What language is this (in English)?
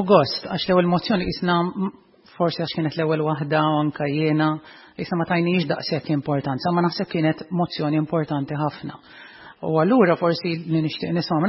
Maltese